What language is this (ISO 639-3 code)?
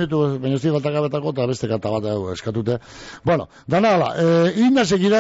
eus